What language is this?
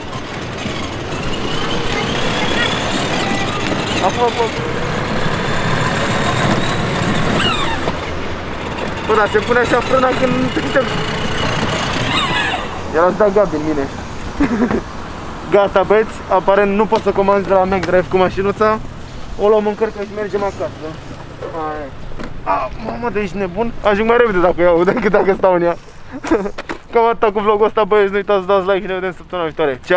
Romanian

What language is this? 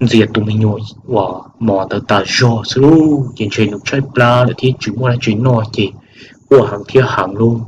Hmong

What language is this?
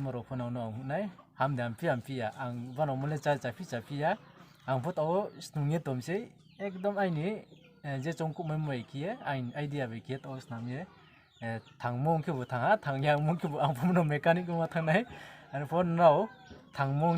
Riang (India)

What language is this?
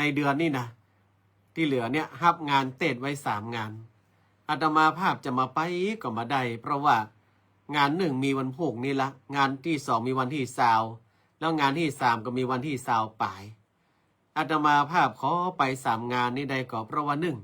Northern Thai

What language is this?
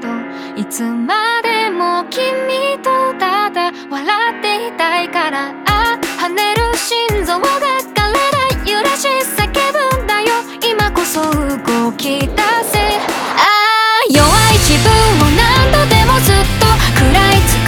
Japanese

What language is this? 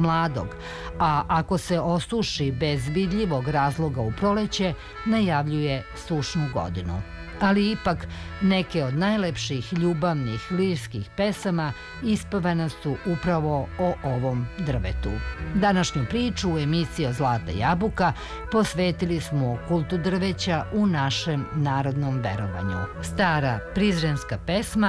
Serbian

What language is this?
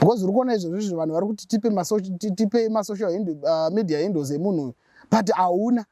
Shona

